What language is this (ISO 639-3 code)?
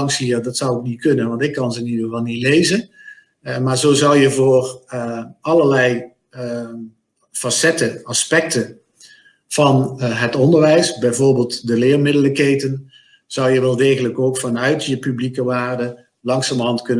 nld